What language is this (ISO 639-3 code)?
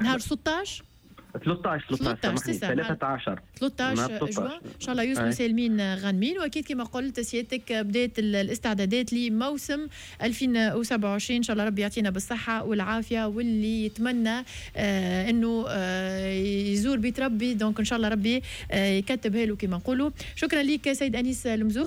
aeb